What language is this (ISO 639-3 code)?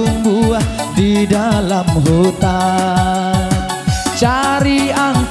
min